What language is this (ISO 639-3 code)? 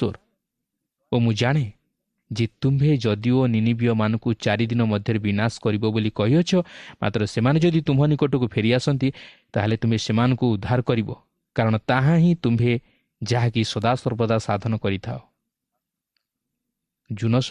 ori